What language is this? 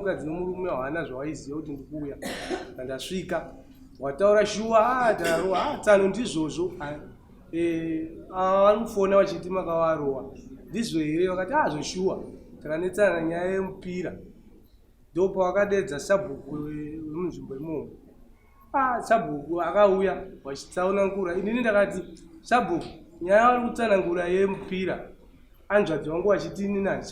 Shona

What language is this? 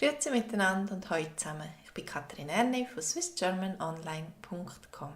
Swiss German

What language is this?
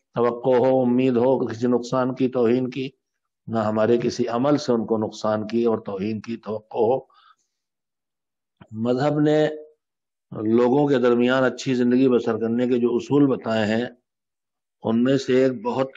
Urdu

